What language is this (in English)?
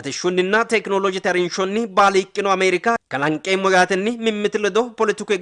Sidamo